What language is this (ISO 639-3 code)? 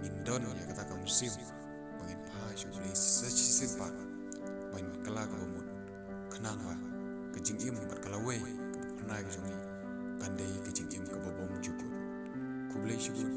kha